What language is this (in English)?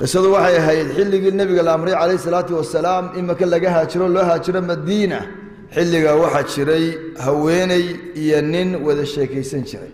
Somali